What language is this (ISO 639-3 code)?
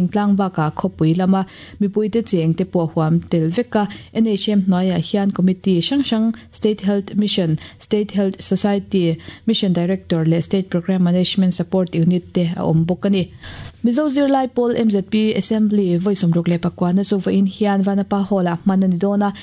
lus